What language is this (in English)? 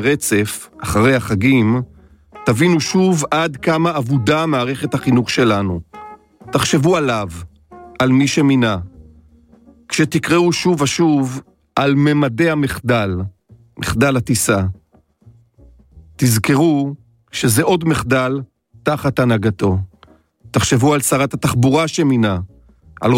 Hebrew